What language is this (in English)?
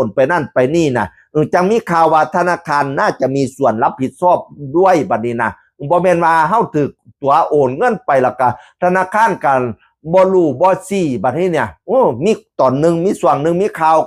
Northeastern Thai